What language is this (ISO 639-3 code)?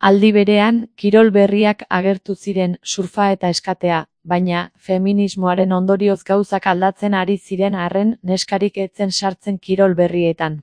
eus